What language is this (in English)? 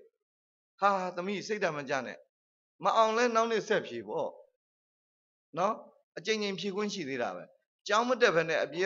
Burmese